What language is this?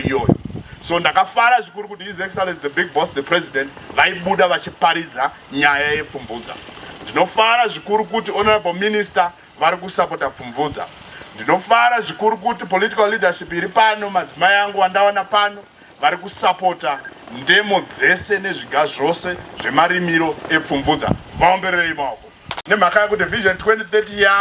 Shona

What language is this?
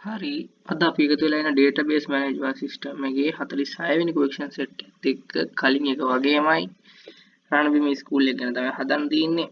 Sinhala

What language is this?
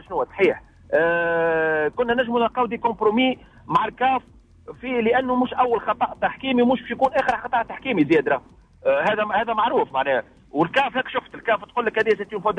Tunisian Arabic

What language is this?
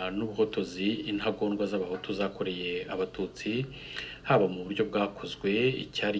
Kinyarwanda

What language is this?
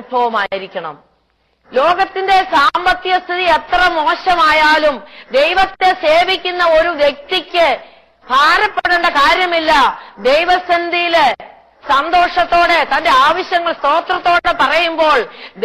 Malayalam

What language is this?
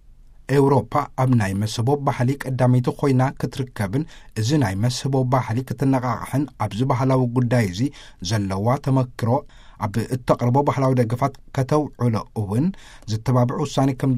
Tigrinya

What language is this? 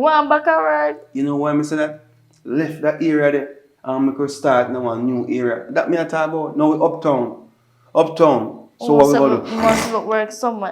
Jamaican Creole English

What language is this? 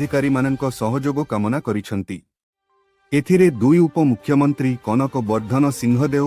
Odia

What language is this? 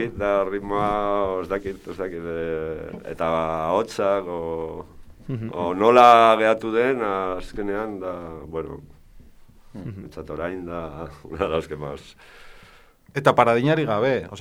Basque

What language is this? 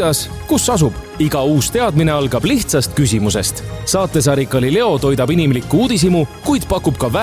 Estonian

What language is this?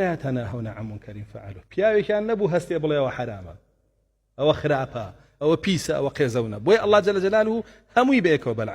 Central Kurdish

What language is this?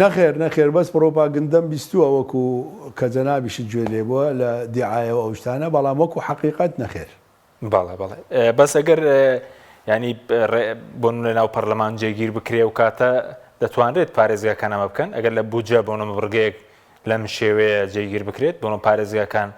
Central Kurdish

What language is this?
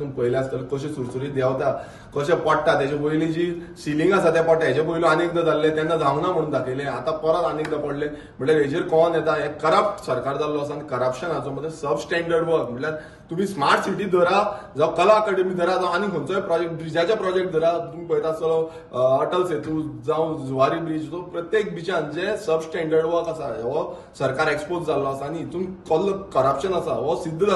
Konkani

